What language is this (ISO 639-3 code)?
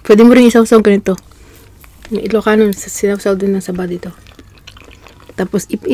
fil